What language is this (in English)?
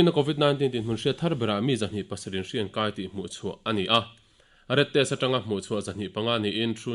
Mizo